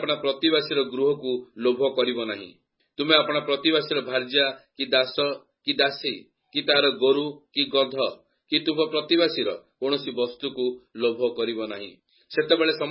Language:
Odia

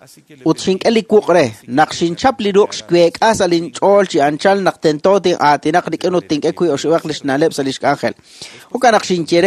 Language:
Kekchí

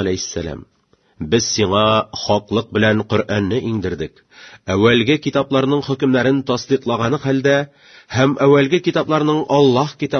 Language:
Tatar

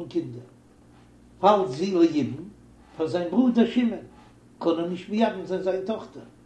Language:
Yiddish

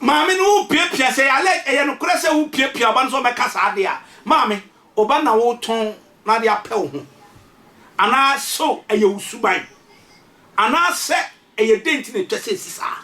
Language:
Akan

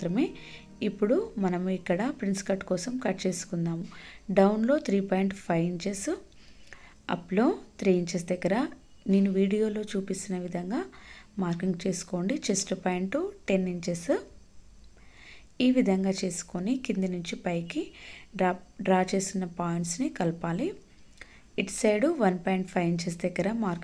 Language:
Telugu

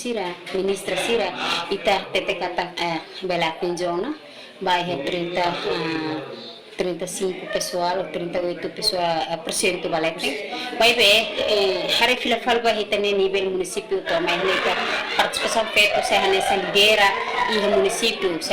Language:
Tetum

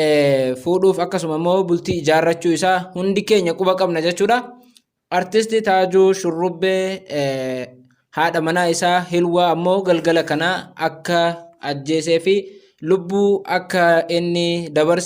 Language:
Oromo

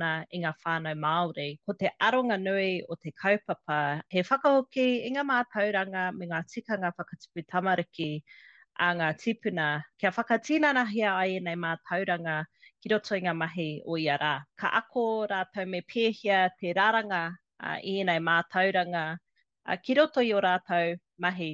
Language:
Māori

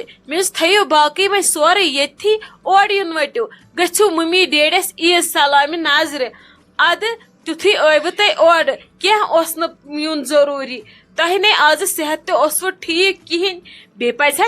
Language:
Kashmiri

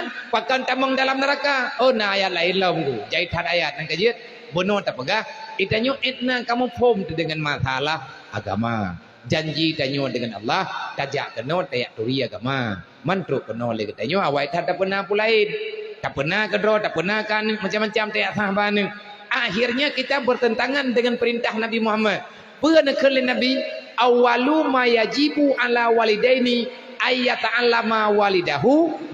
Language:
Achinese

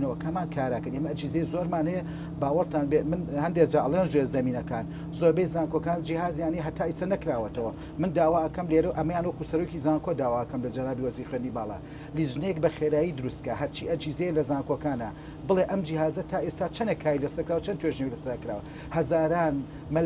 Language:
Central Kurdish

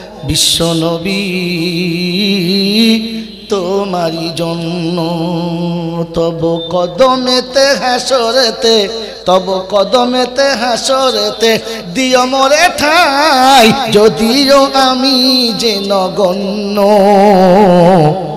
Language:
Bangla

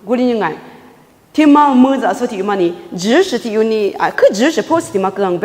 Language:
Lisu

